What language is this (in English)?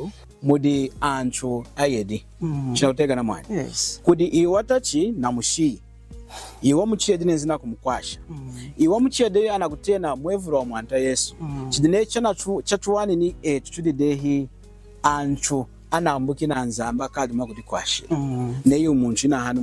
Lunda